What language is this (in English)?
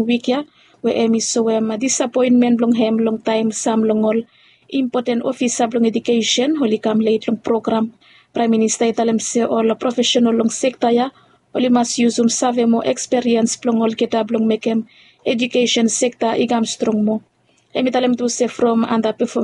Bislama